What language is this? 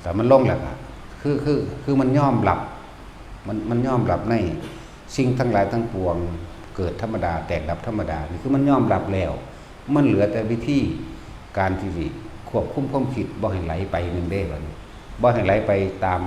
Northeastern Thai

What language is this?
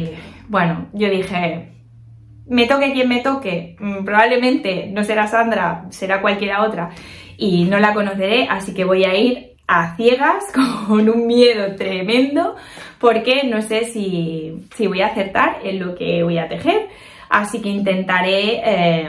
Spanish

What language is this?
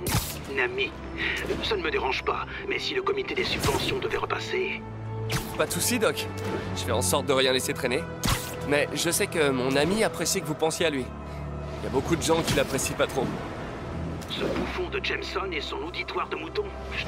French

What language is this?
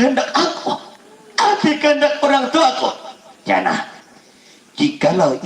Banjar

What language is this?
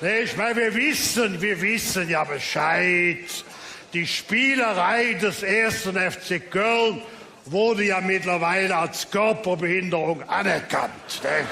Colognian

